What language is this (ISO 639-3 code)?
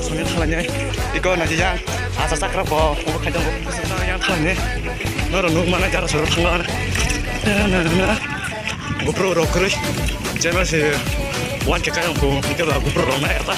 trp